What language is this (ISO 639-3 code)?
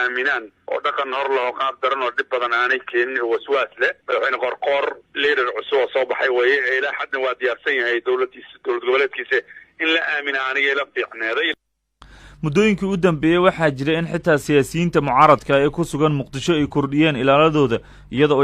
som